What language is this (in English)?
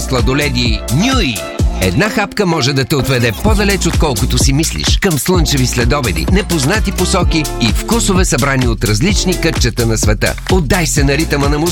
Bulgarian